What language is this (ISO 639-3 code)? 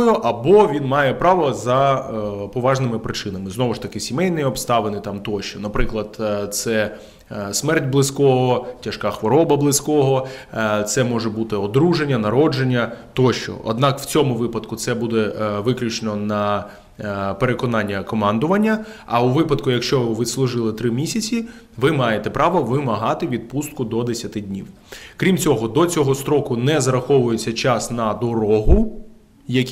ukr